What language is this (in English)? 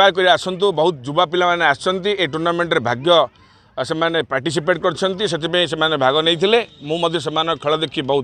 Odia